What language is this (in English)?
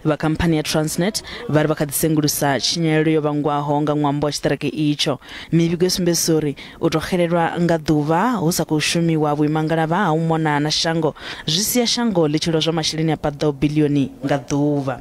Venda